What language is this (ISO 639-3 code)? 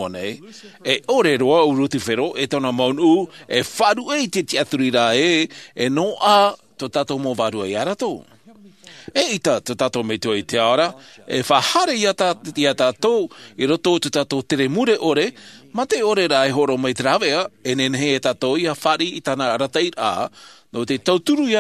tah